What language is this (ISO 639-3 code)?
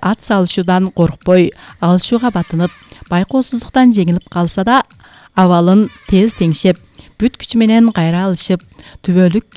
kir